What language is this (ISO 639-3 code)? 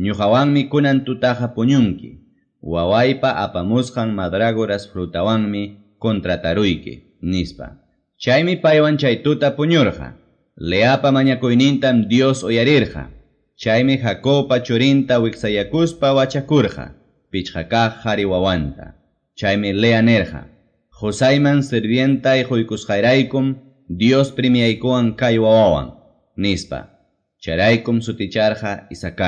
que